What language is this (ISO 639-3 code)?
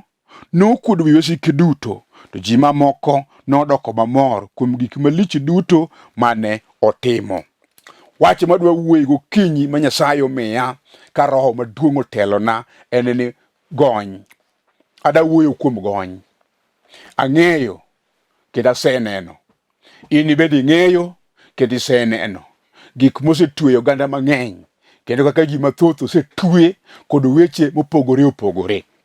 luo